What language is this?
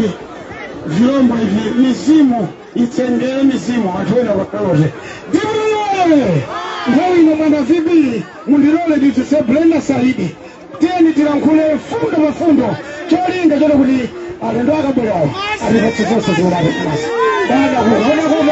Nyanja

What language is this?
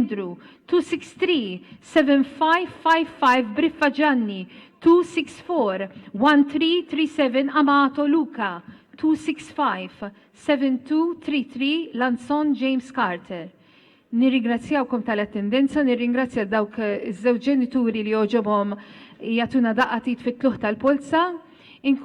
Maltese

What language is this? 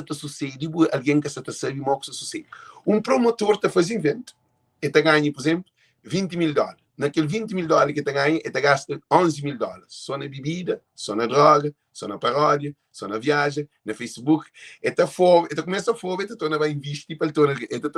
Kabuverdianu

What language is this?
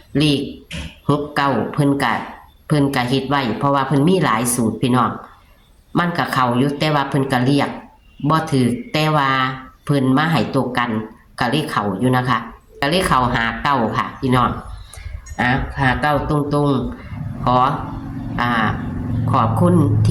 Northeastern Thai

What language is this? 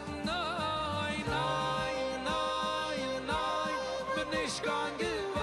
Yiddish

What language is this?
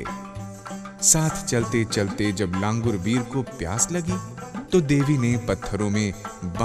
Hindi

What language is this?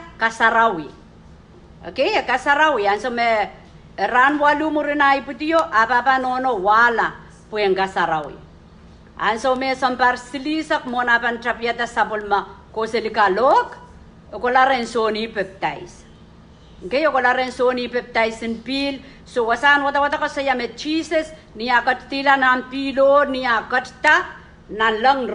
Pohnpeian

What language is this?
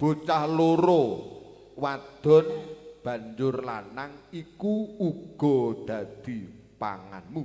Javanese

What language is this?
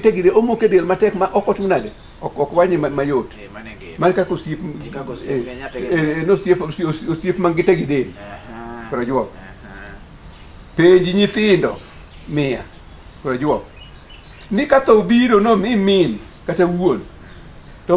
Luo (Kenya and Tanzania)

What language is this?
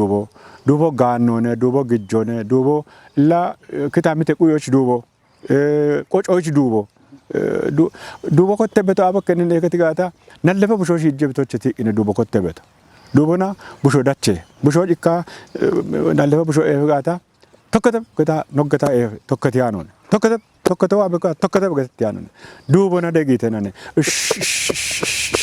Kafa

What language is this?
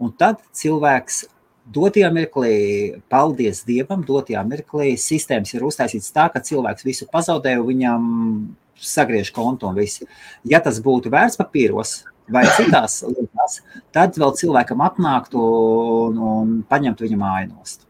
Latvian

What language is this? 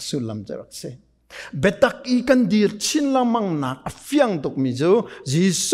Hakha Chin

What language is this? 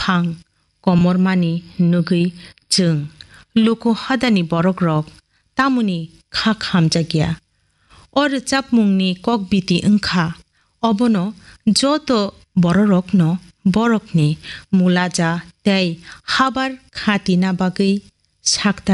Kok Borok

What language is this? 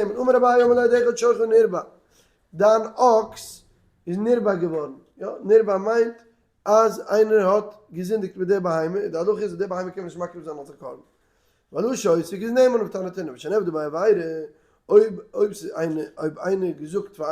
Yiddish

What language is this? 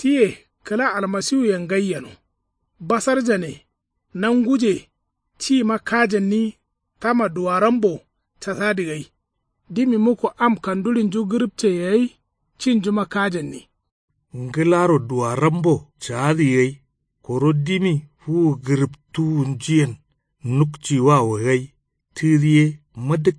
Kanuri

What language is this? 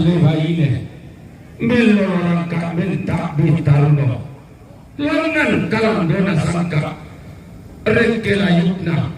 Toraja-Sa'dan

